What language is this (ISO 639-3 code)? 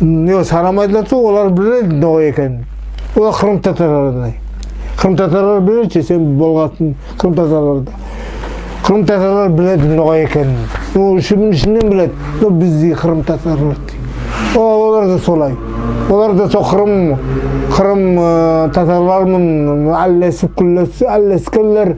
nog